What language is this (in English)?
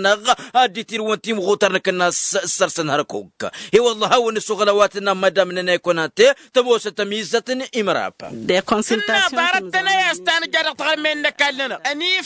Tamasheq